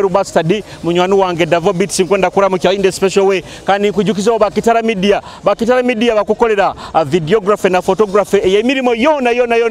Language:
Nyoro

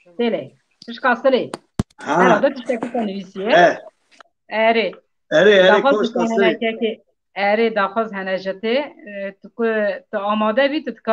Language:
Kurdish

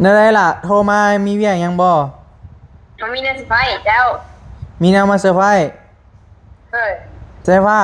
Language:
Northeastern Thai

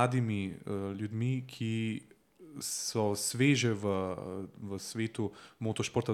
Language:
Slovenian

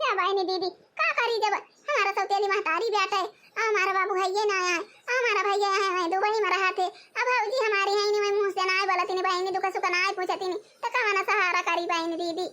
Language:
Awadhi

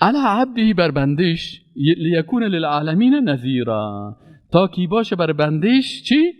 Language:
Persian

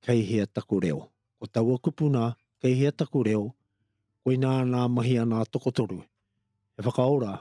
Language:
Māori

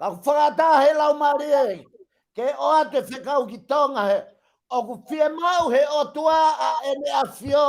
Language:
Tongan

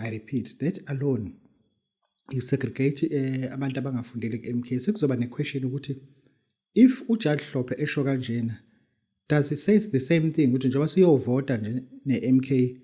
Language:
Zulu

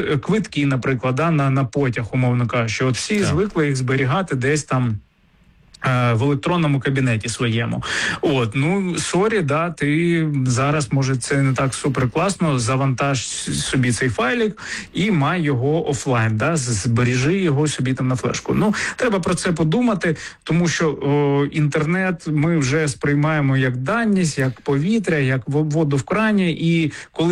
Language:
Ukrainian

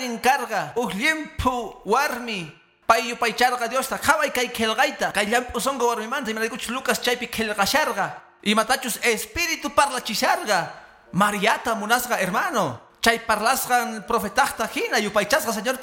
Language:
Quechua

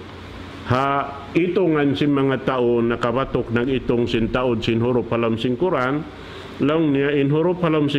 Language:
Tausug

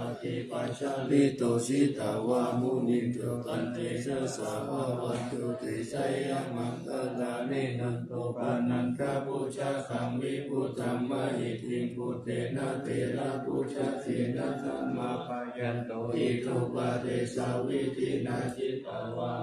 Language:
Pali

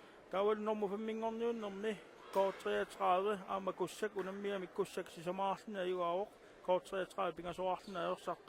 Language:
Kalaallisut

